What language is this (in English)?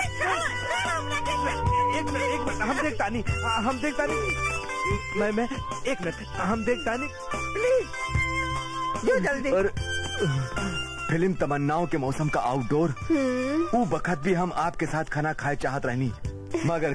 Bhojpuri